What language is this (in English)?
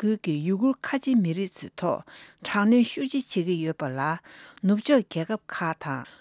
Tibetan